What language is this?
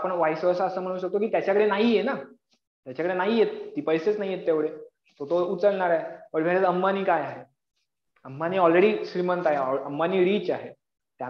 Marathi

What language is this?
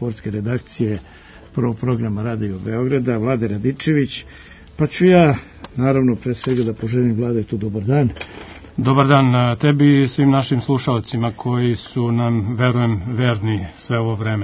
Serbian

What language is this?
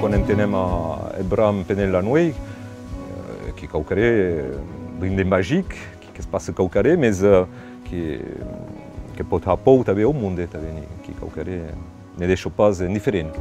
Occitan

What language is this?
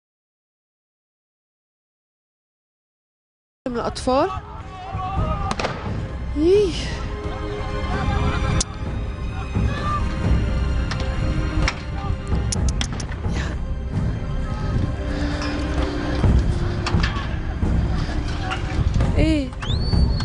Egyptian Arabic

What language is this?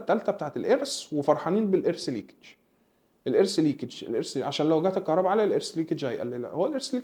Egyptian Arabic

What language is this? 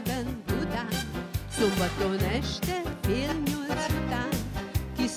Hungarian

